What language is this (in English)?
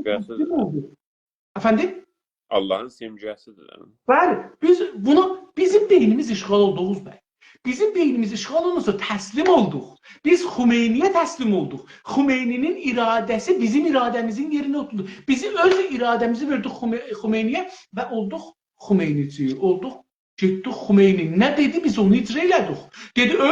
South Azerbaijani